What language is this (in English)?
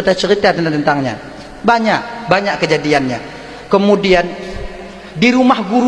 Achinese